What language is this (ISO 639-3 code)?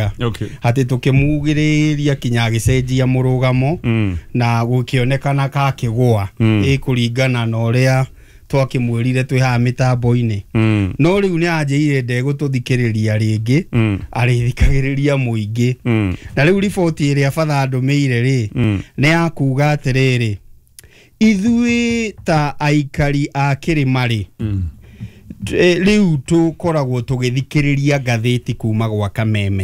kik